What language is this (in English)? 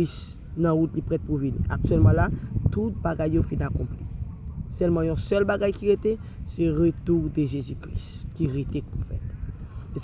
Haitian Creole